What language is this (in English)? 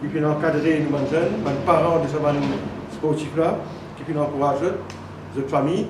Morisyen